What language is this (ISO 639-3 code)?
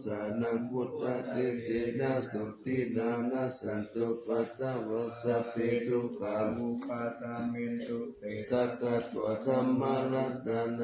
pli